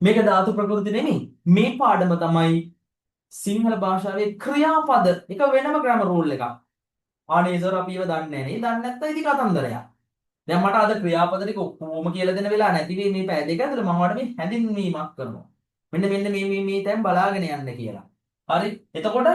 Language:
Sinhala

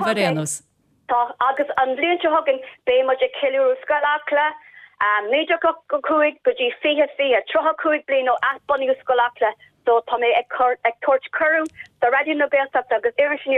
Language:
Irish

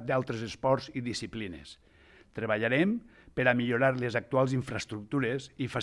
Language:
Catalan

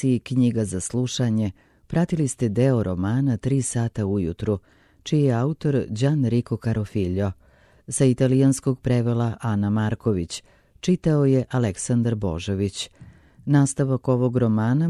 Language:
Serbian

